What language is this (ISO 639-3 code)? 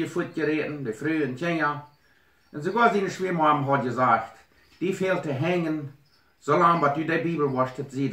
pdt